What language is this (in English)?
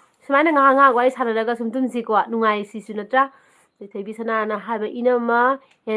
Manipuri